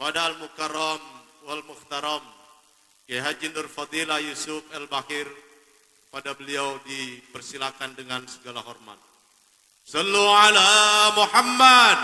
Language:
Betawi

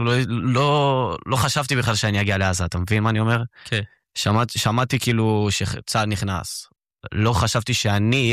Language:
Hebrew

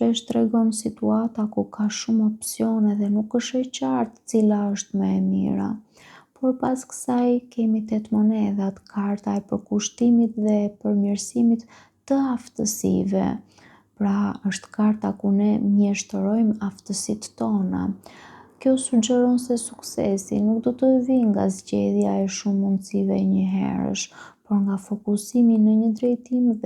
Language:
Albanian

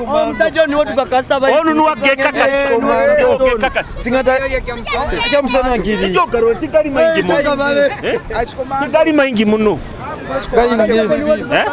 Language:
Nyoro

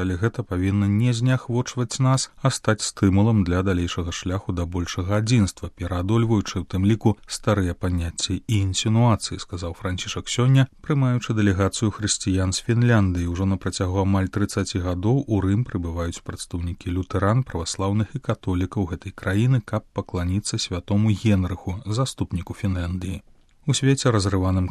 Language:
Belarusian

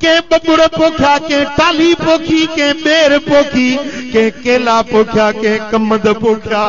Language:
Sindhi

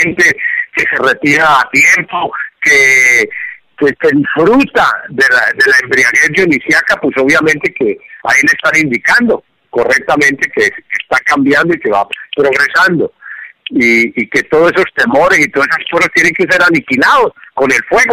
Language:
Spanish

